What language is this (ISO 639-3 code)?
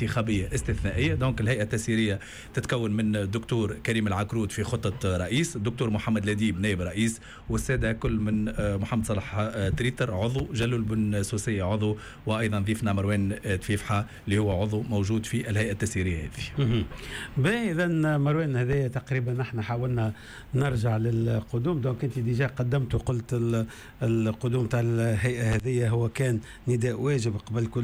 aeb